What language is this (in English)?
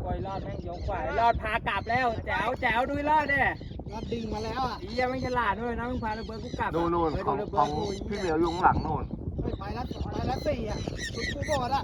Lao